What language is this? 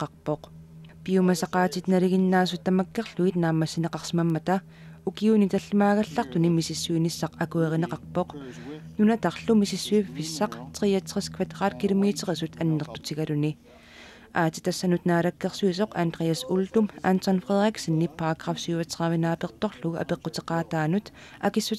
Kalaallisut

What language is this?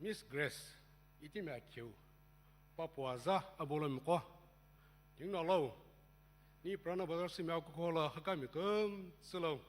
Sumi Naga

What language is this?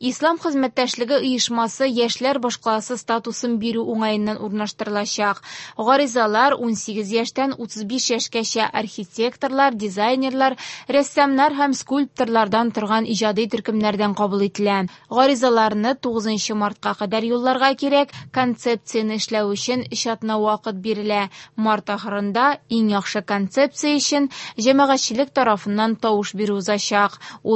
Tatar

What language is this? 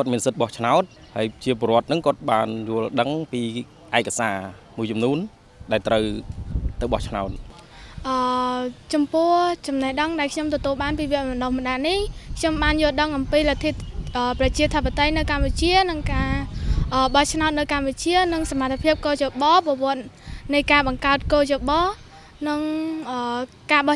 Khmer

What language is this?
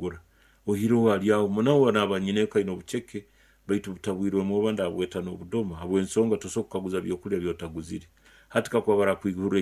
Nyoro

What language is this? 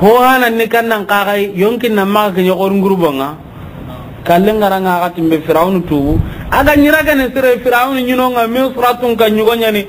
Soninke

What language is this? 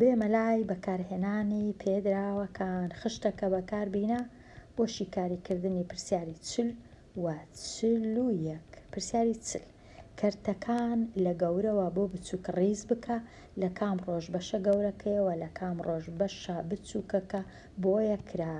Central Kurdish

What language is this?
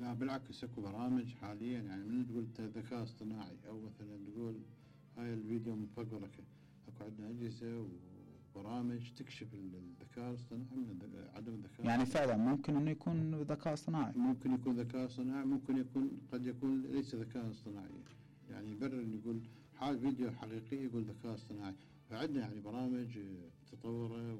Mesopotamian Arabic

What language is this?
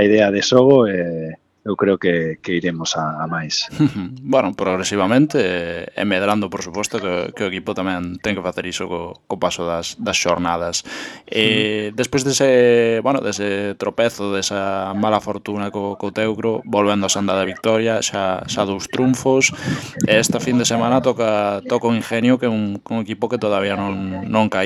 Galician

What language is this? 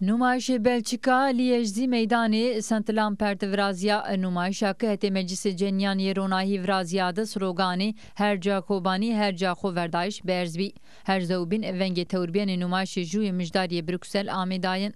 Zaza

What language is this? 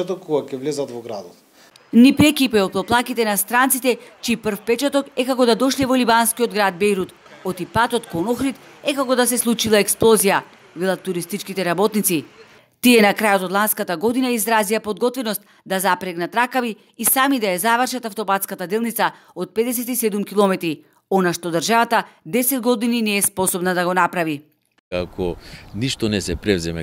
Macedonian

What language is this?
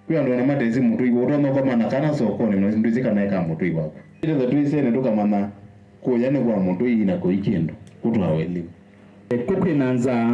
Kamba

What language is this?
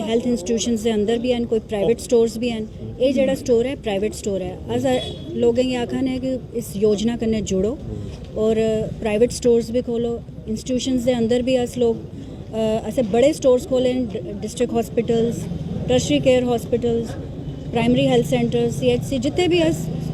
Dogri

